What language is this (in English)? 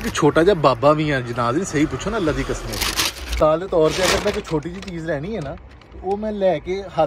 Punjabi